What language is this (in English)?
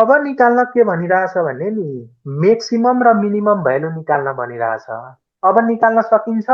Nepali